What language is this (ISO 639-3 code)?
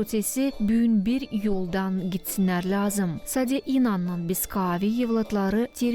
gag